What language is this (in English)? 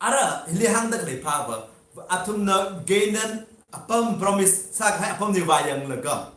Tangkhul Naga (India)